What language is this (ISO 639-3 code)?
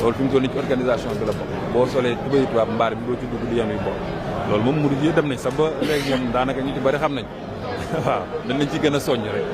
wol